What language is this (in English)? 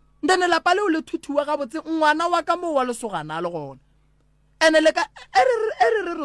Northern Sotho